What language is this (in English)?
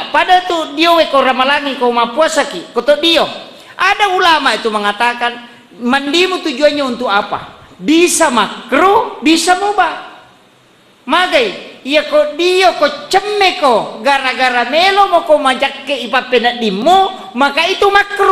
Buginese